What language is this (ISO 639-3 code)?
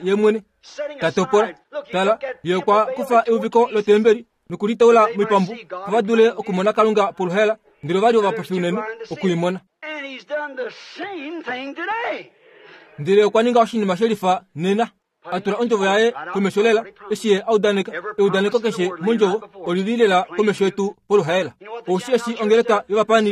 kua